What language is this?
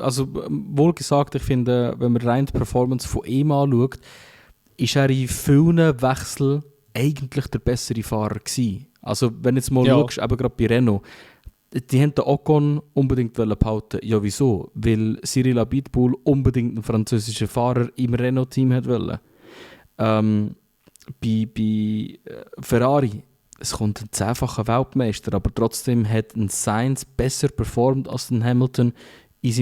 Swiss German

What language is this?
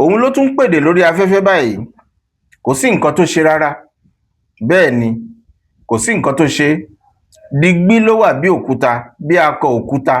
Yoruba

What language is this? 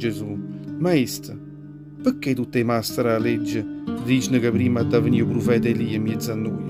Neapolitan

